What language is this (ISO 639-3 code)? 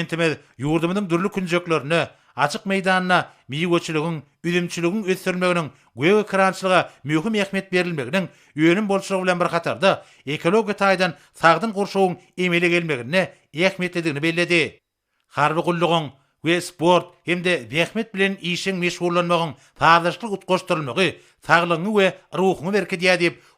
tuk